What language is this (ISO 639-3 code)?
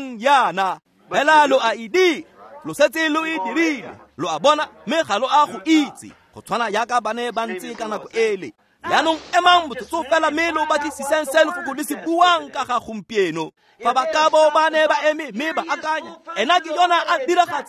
tsn